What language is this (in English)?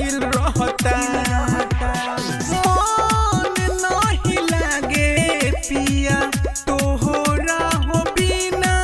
Bhojpuri